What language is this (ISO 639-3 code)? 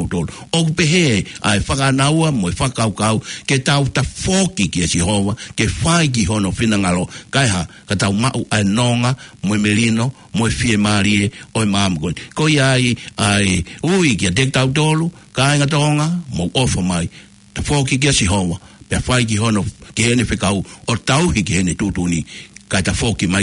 ton